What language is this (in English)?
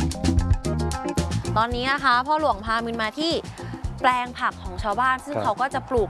Thai